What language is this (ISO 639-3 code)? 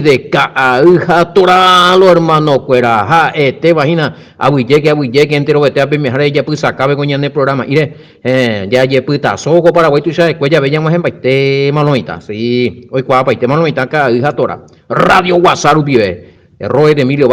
grn